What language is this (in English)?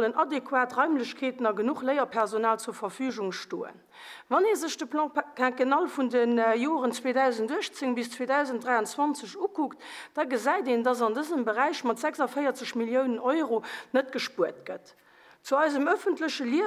Luxembourgish